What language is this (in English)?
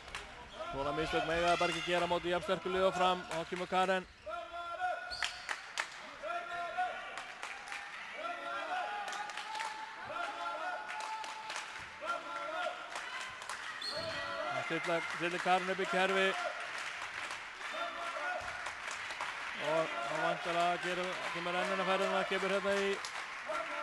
Icelandic